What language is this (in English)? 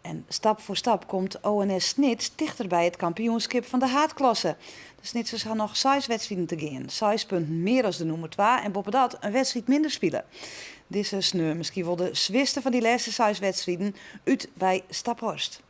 Western Frisian